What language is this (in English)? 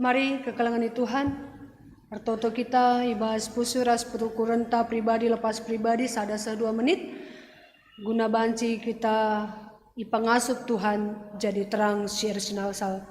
Batak Karo